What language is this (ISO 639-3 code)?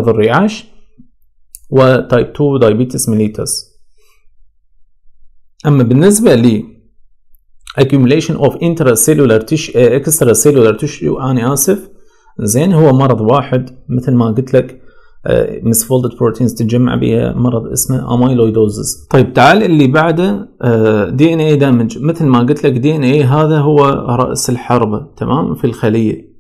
acm